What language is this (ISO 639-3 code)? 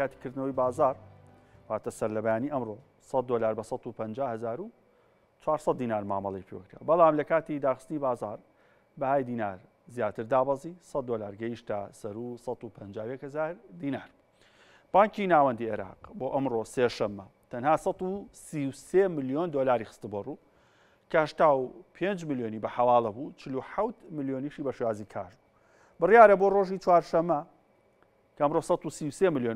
ckb